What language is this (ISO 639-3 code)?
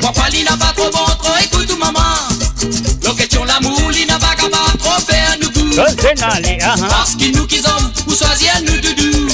mfe